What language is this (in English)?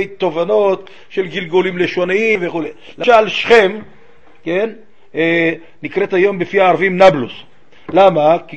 Hebrew